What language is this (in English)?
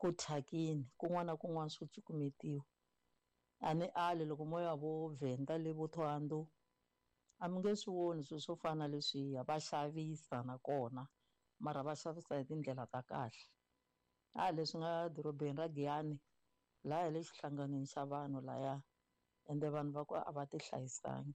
Tsonga